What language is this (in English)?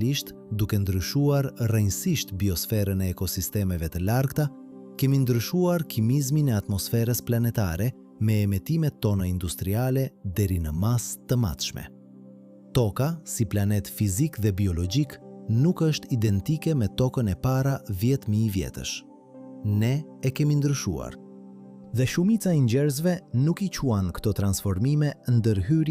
Albanian